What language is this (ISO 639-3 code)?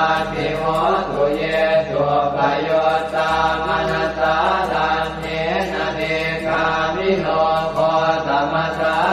pli